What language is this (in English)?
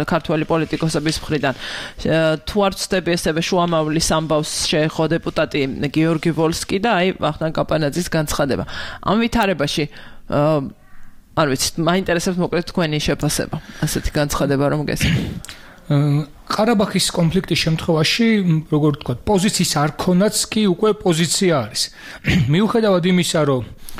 Georgian